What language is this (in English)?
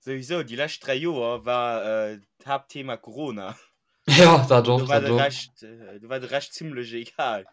Luxembourgish